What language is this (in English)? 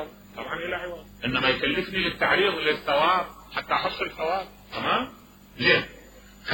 Mesopotamian Arabic